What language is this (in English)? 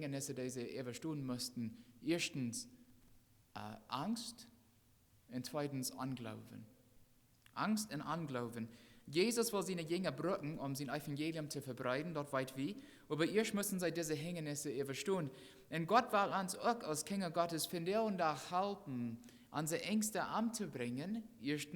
Plautdietsch